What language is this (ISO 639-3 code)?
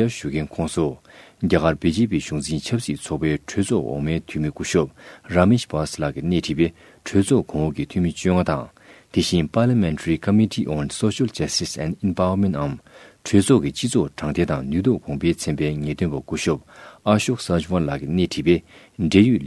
bod